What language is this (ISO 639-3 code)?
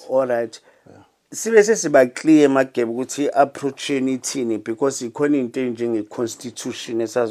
zul